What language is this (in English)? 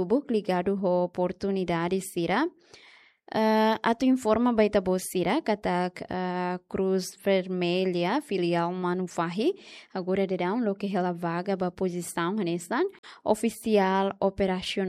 Tetum